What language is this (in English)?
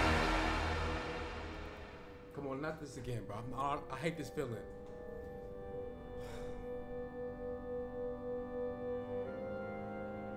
English